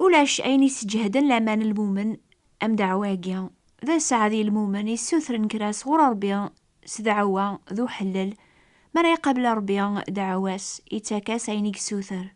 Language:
Kabyle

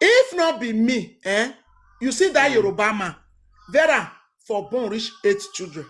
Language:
Nigerian Pidgin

